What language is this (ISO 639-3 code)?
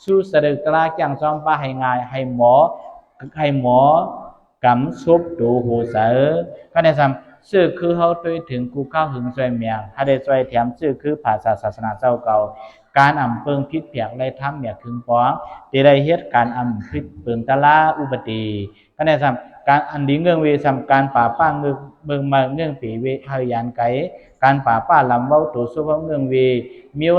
shn